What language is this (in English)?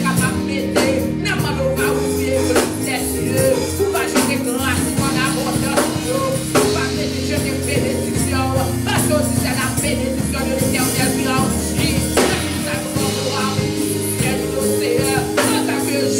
Haitian Creole